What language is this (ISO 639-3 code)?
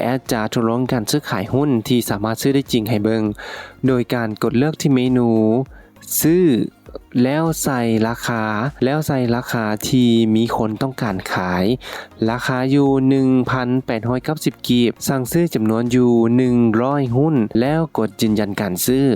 lao